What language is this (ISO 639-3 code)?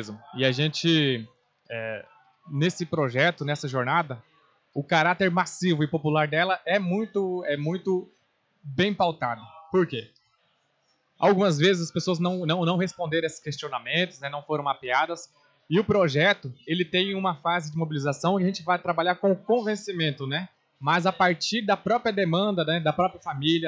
por